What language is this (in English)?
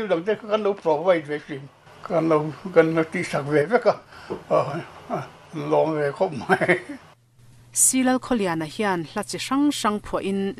Mizo